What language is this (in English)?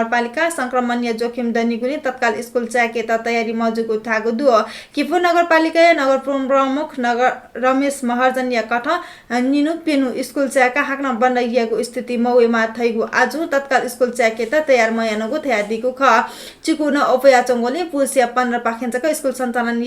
Newari